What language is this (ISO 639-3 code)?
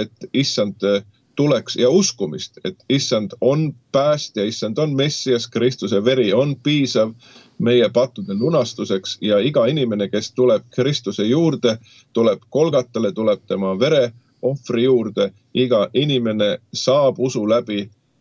est